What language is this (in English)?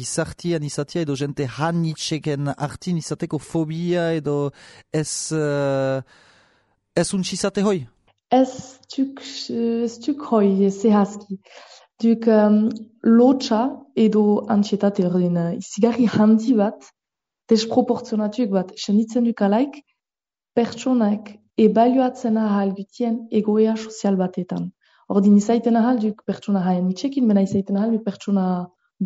Basque